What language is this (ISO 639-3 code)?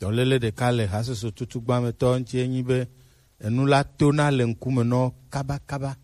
gej